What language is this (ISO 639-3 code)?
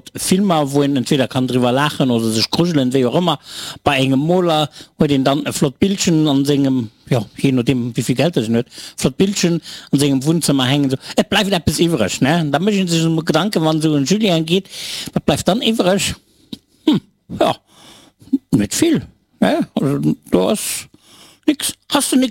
ltz